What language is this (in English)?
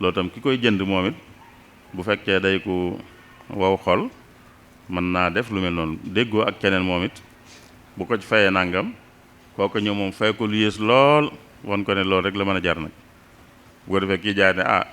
Wolof